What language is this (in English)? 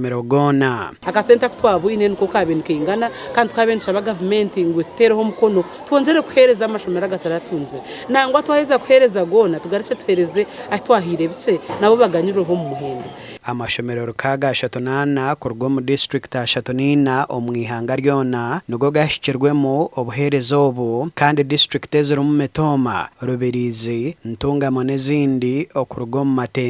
Nyankole